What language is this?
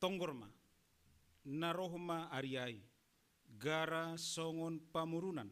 Batak Simalungun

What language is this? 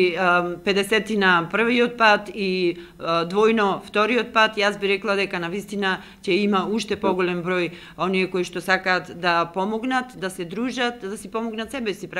Macedonian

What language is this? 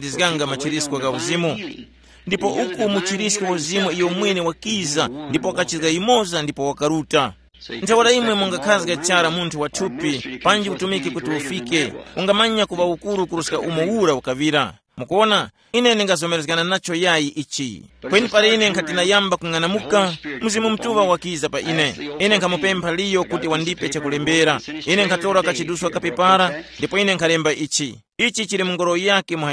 Tumbuka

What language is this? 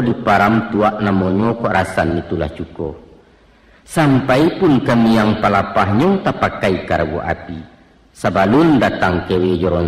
Minangkabau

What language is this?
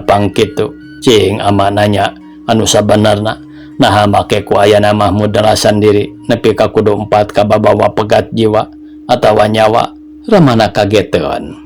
Sundanese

